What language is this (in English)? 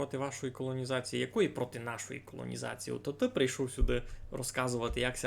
Rusyn